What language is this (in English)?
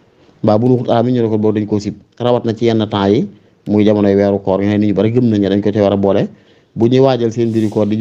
Wolof